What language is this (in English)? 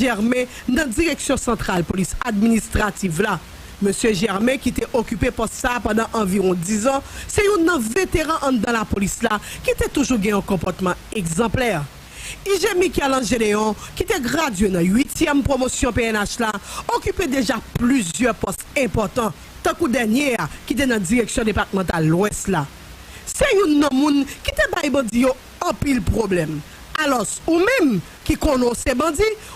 Haitian Creole